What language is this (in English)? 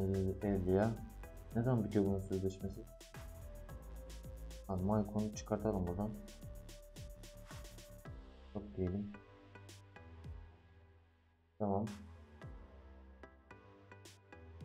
Turkish